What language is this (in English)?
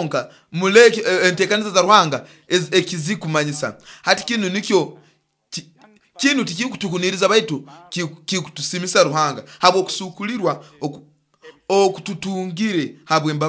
Nyoro